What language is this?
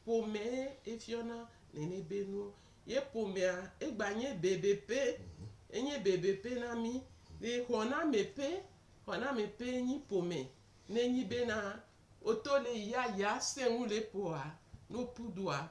Gen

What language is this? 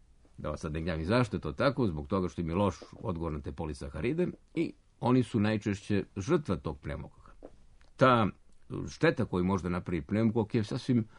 Serbian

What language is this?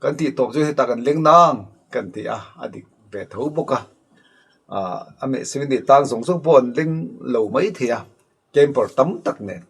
Mizo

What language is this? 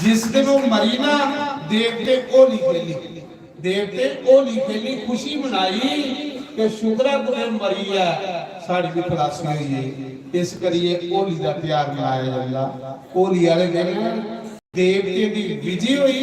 Dogri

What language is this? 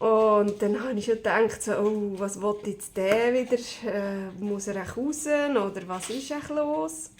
Swiss German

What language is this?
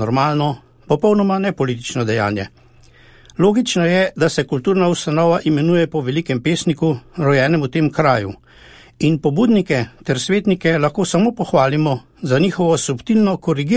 Slovenian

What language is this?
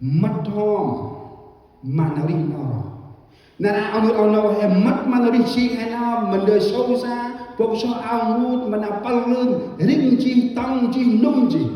Central Mnong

